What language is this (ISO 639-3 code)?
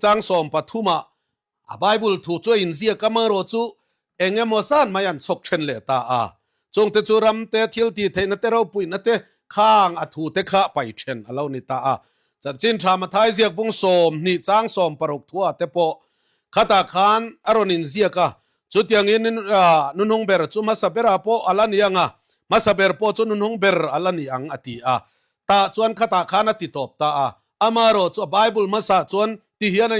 lus